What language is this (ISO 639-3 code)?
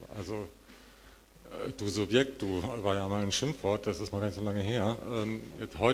deu